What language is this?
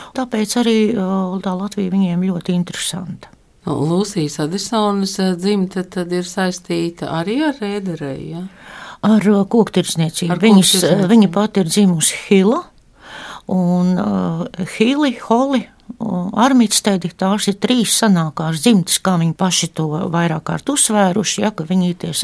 Latvian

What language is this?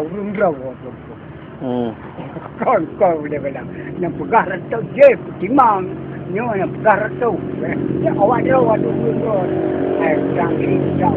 Achinese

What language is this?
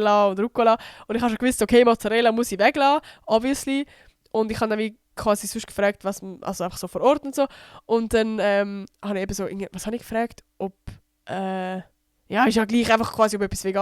Swiss German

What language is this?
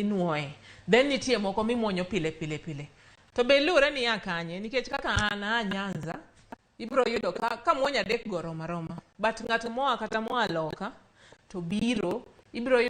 Luo (Kenya and Tanzania)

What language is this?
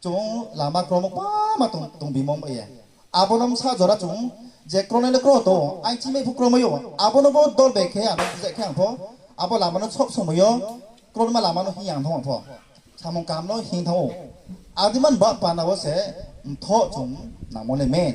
Riang (India)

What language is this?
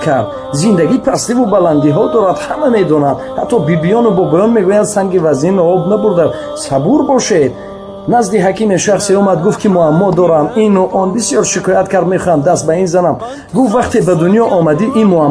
Tajik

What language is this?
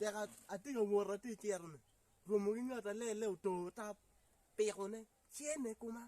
Acoli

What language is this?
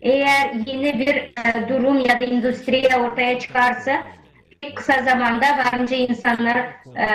Gagauz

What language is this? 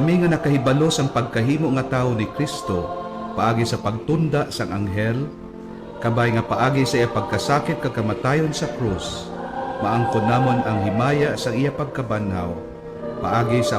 Hiligaynon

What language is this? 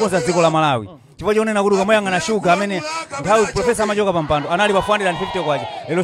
Nyanja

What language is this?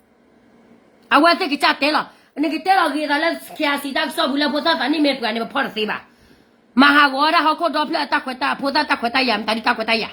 S'gaw Karen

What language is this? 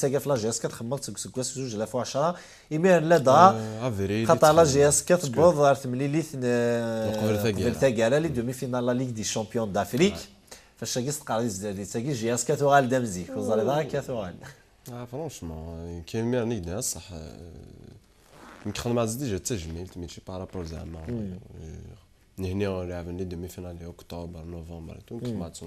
Kabyle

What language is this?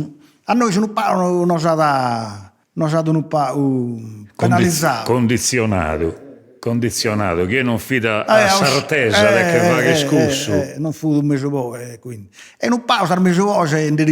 Sardinian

